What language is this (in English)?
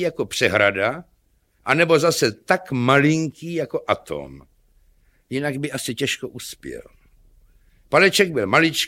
Czech